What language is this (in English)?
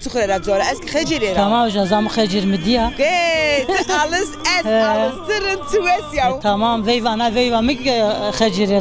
Zaza